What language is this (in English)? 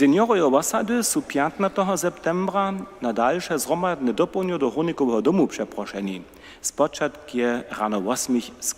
Upper Sorbian